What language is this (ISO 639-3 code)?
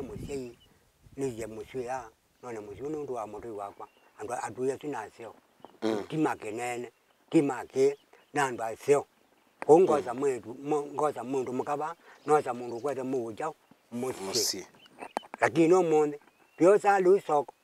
kam